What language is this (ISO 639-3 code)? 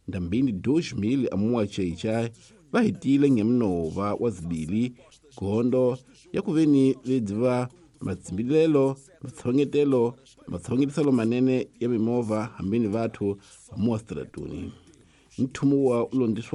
tso